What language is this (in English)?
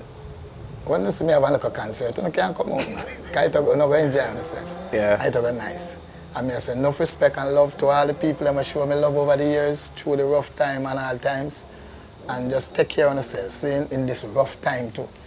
Jamaican Creole English